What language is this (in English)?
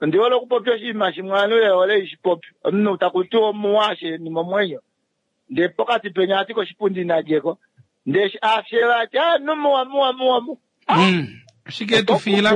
Kuanyama